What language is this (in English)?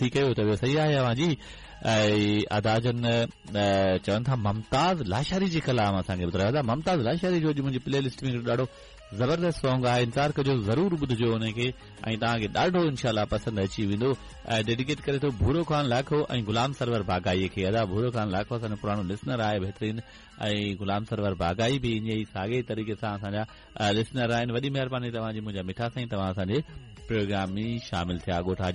Sindhi